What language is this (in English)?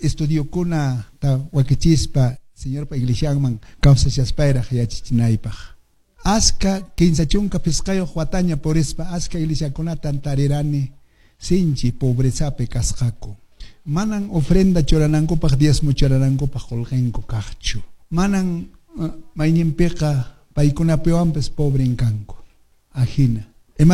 Quechua